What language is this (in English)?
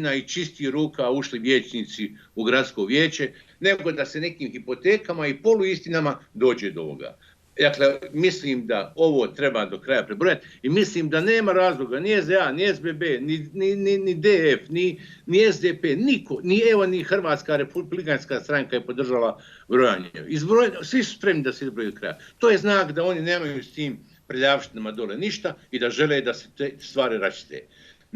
Bosnian